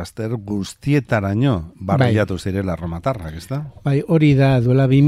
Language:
Basque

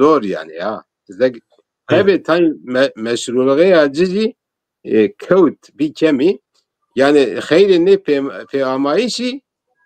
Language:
Zaza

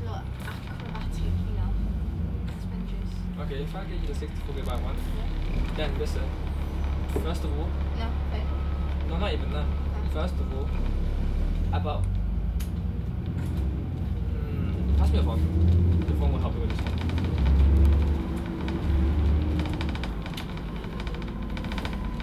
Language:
English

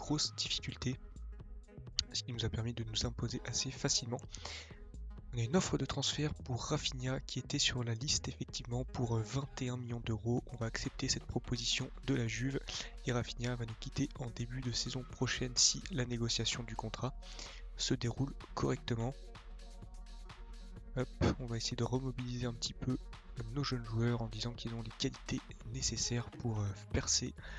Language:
French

